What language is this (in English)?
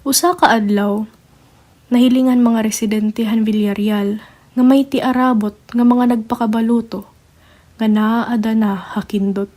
Waray